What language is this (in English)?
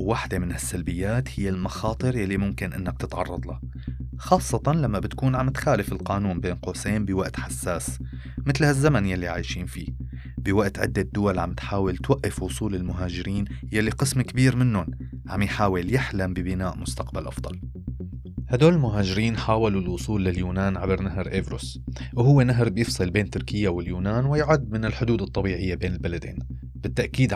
North Levantine Arabic